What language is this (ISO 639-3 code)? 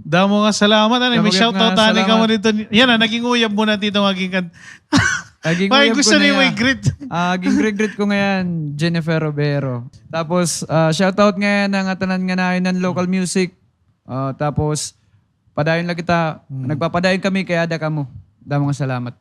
war